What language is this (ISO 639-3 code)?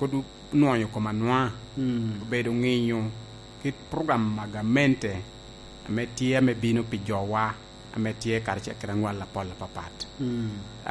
laj